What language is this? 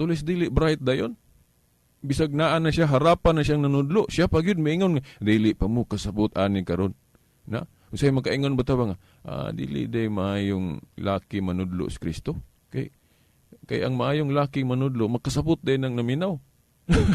Cebuano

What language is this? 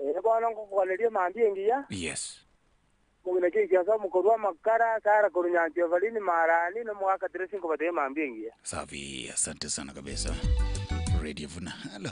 Gusii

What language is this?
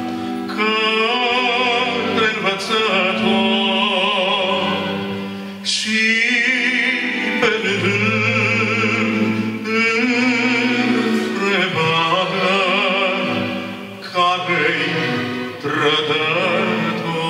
Romanian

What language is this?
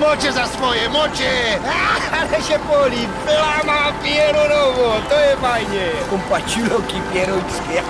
Silesian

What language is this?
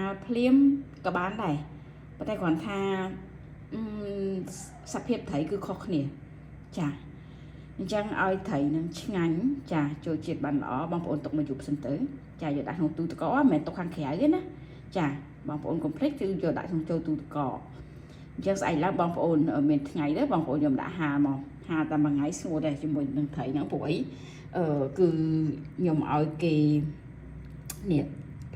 Khmer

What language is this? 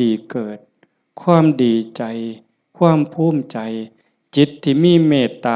Northeastern Thai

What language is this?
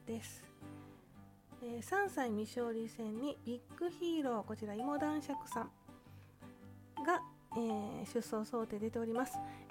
Japanese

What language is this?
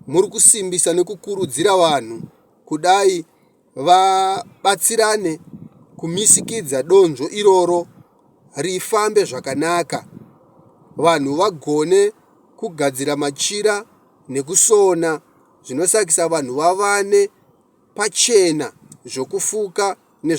Shona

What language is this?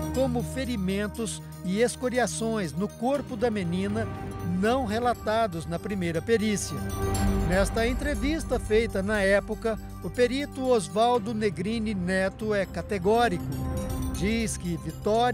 Portuguese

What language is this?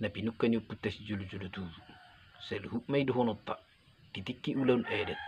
Batak Toba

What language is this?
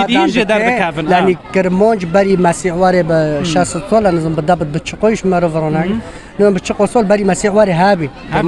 Kurdish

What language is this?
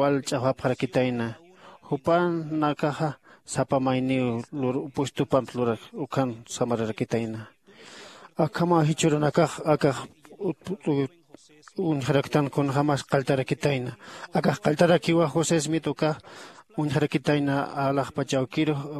Aymara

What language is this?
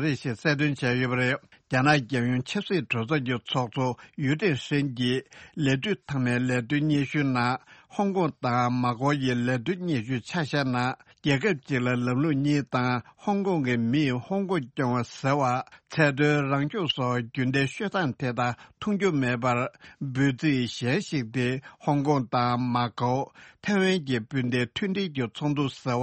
Tibetan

